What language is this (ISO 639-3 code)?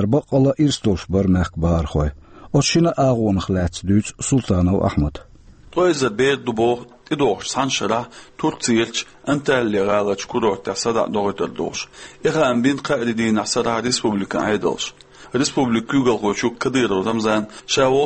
che